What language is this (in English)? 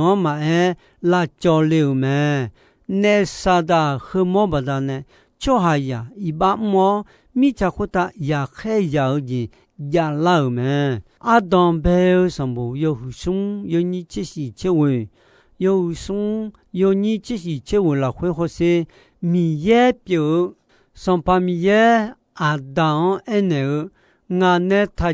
Akha